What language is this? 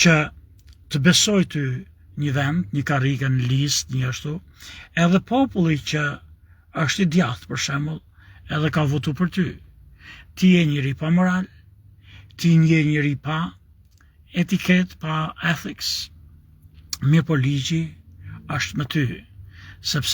Albanian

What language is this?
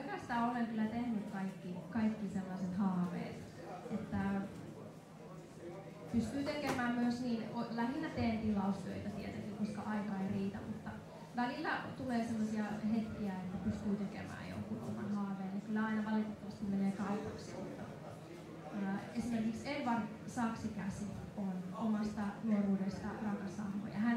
Finnish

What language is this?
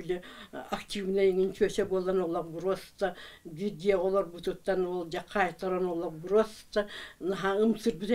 Yakut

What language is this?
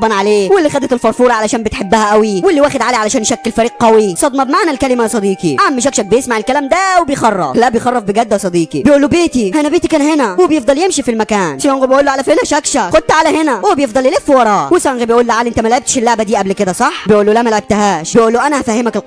Egyptian Arabic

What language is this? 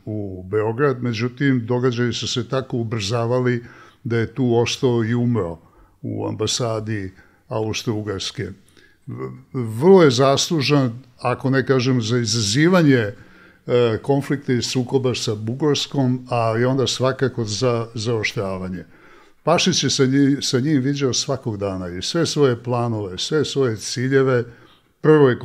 Serbian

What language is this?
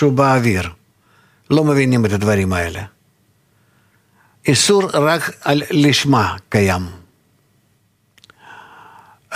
Hebrew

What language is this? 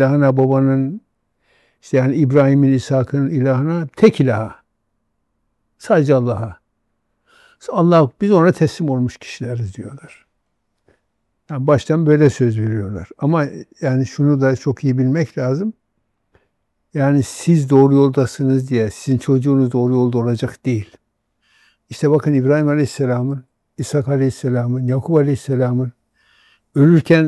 Turkish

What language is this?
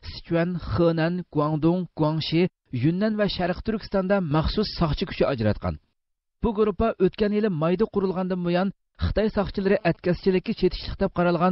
Uyghur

